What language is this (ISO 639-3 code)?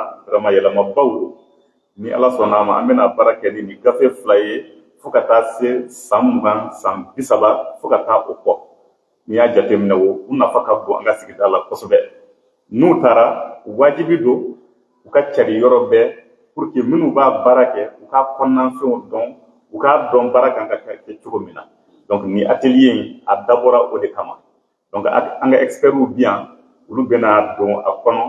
bam